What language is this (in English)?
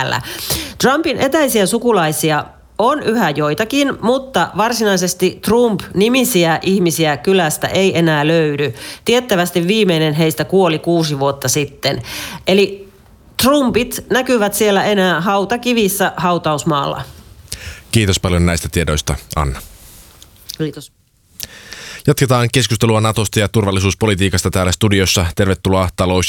Finnish